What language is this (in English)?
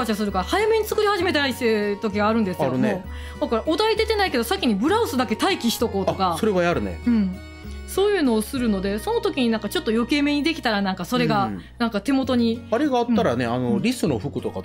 Japanese